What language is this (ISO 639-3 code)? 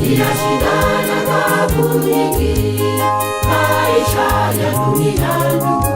guz